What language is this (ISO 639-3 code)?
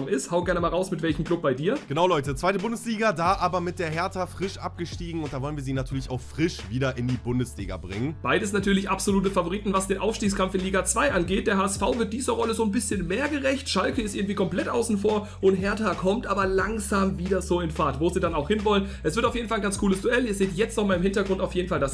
deu